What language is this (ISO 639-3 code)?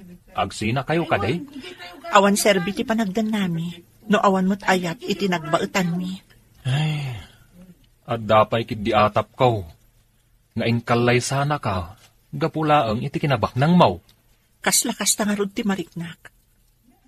ilo